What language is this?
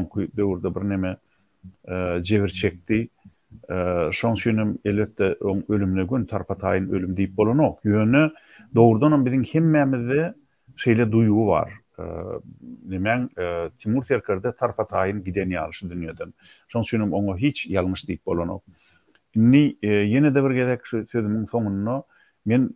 Turkmen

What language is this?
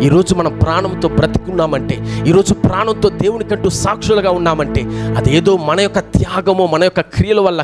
Telugu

